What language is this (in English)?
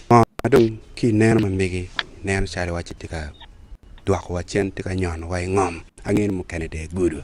Acoli